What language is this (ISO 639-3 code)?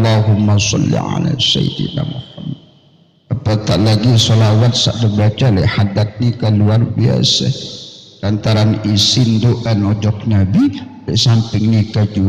sas